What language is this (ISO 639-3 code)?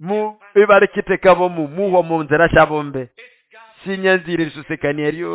nnb